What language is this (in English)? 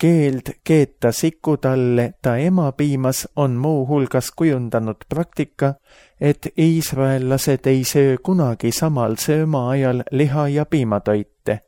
Estonian